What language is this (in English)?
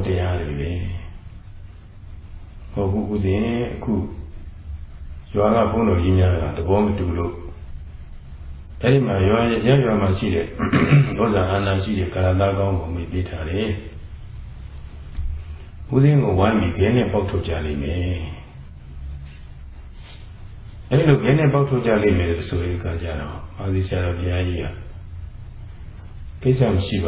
Burmese